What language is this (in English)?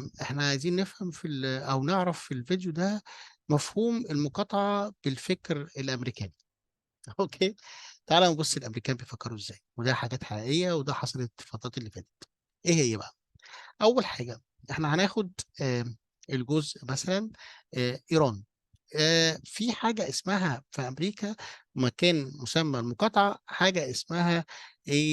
Egyptian Arabic